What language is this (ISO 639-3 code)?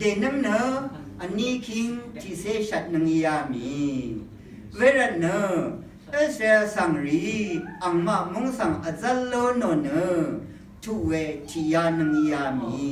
raw